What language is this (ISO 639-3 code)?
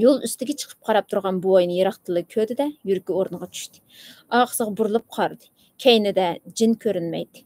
uig